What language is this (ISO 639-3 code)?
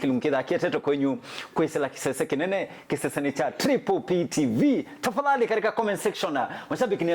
kam